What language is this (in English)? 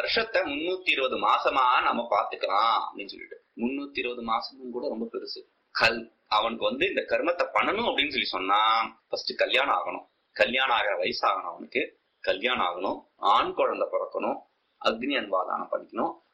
Tamil